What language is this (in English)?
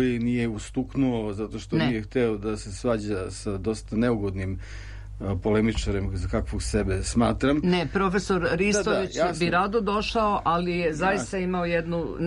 Serbian